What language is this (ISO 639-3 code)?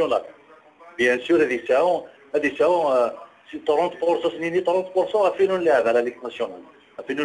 kab